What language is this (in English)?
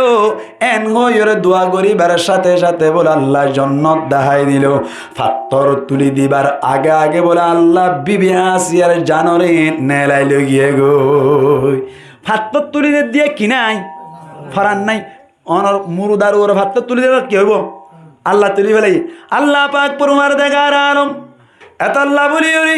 Rohingya